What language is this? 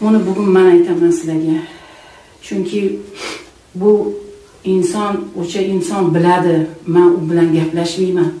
Uzbek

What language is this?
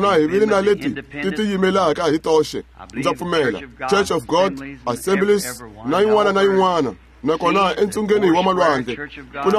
Tsonga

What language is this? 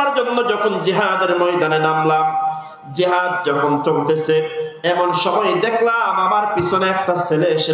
Rohingya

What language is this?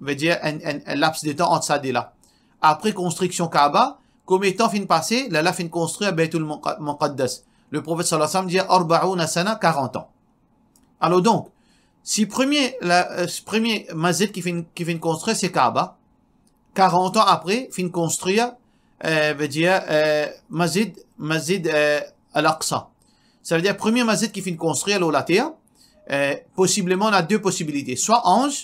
Morisyen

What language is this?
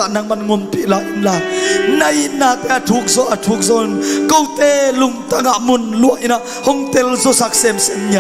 Tedim Chin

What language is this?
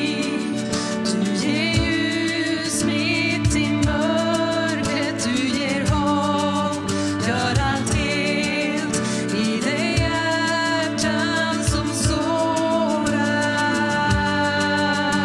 Swedish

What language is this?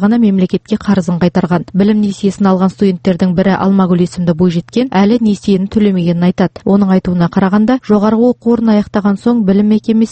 Kazakh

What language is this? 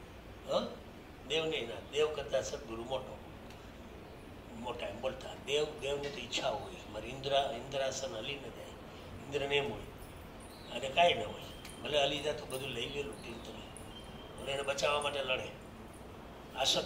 Gujarati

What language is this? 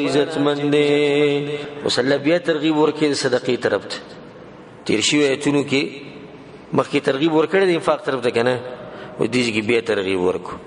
Pashto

